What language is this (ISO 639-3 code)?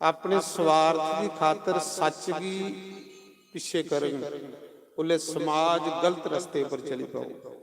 doi